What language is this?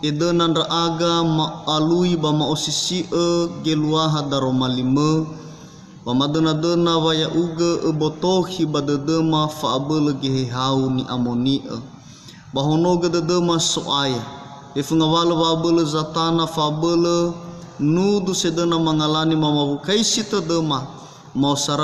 Nias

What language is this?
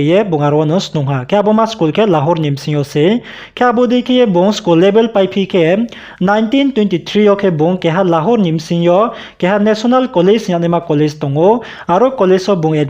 Riang (India)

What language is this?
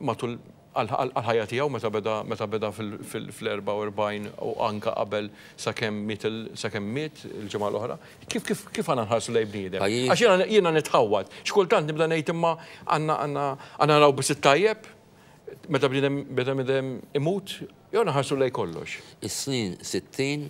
Maltese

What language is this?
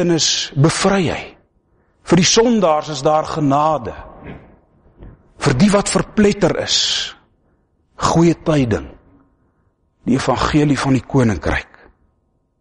Afrikaans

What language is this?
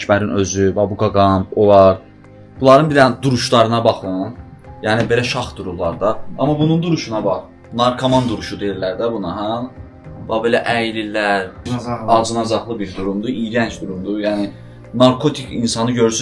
Azerbaijani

